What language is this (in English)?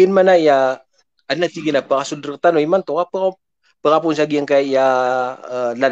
Maranao